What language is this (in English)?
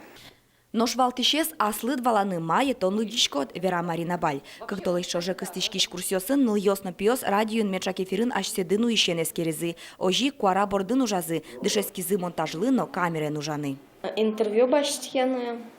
Udmurt